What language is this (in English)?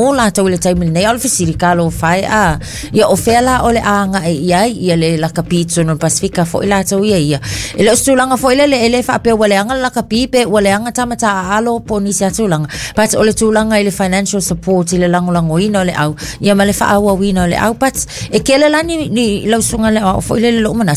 Samoan